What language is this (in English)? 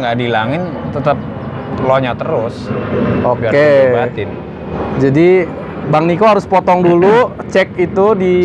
Indonesian